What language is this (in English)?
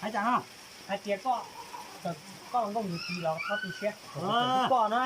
Hmong